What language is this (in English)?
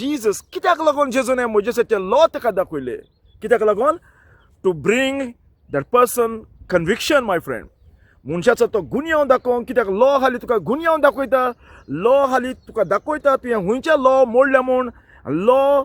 Konkani